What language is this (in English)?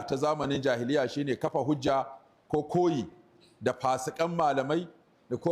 Hausa